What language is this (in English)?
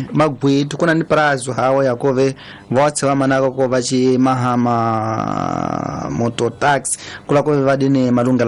Tsonga